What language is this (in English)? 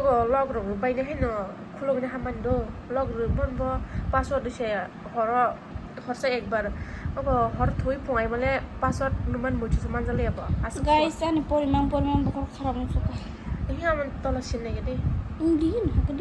Kok Borok